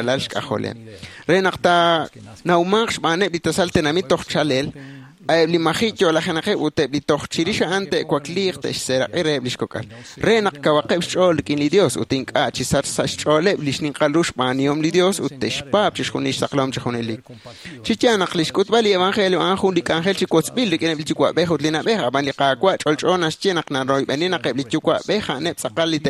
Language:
Kekchí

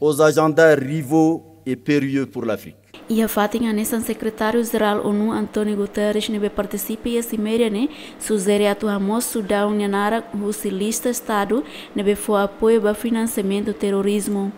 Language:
Tetum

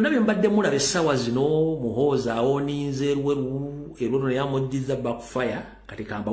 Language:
Ganda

